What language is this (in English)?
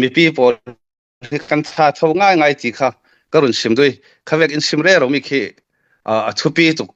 Hakha Chin